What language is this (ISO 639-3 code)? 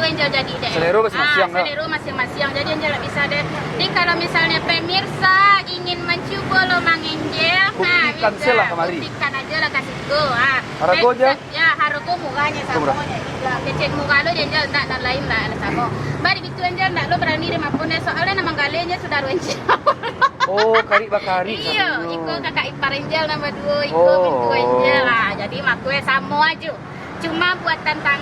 min